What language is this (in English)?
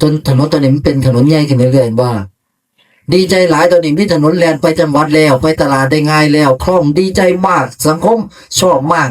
Northeastern Thai